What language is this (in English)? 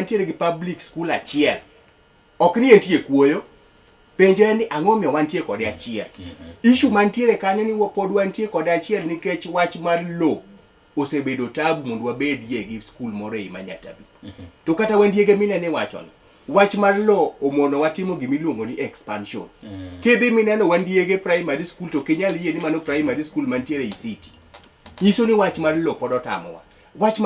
Luo (Kenya and Tanzania)